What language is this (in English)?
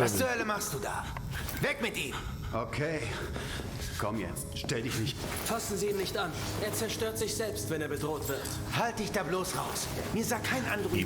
Bavarian